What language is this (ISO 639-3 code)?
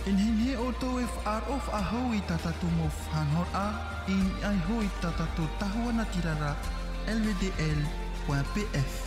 tah